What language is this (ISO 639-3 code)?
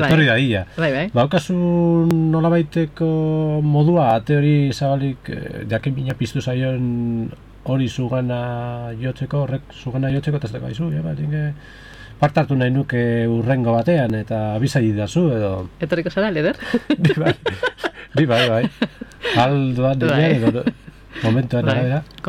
eus